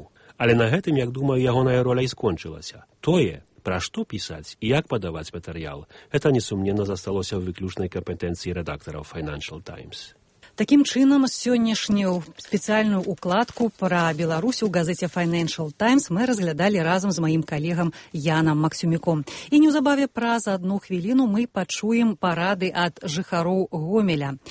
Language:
Belarusian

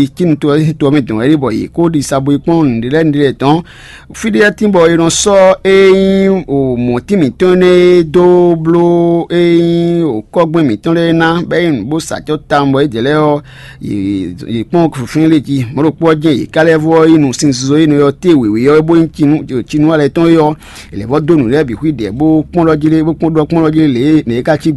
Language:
Fon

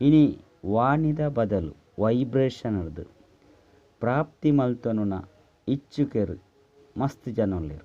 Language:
Tulu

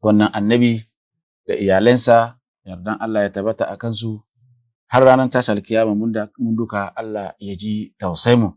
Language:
Hausa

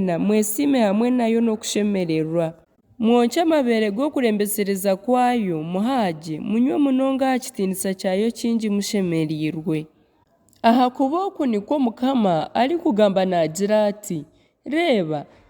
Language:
Nyankole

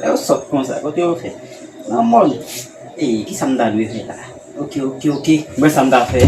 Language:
Haitian Creole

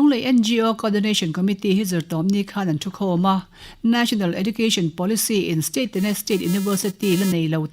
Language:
Mizo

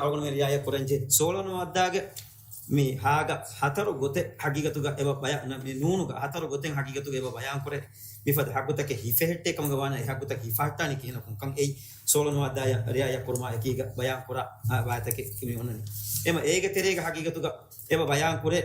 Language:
Divehi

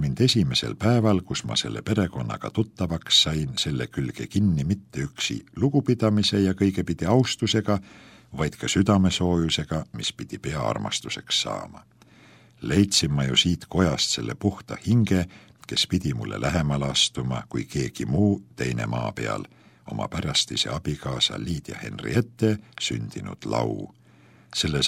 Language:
Estonian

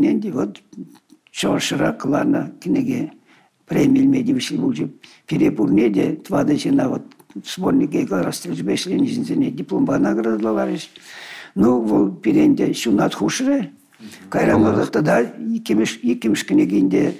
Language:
Chuvash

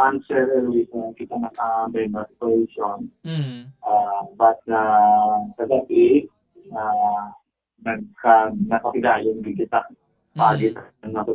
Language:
Hiligaynon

